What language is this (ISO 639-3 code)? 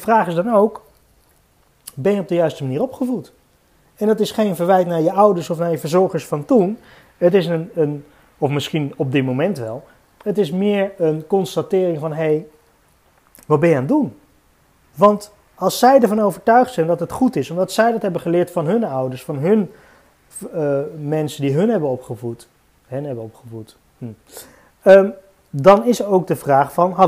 nld